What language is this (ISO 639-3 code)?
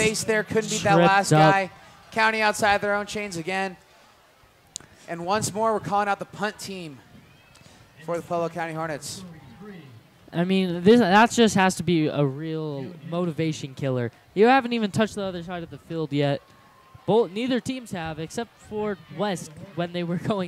eng